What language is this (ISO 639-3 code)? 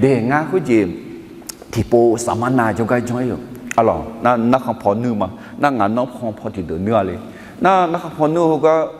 ahk